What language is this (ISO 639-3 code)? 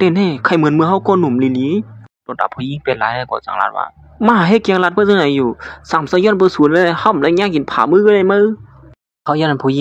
shn